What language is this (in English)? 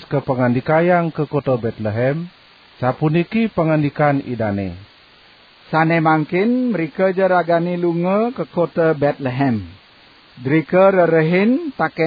Balinese